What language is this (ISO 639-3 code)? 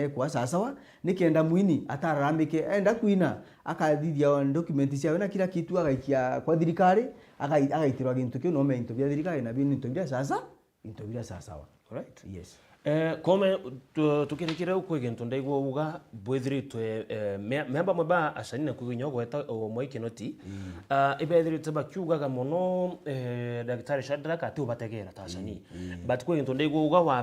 mer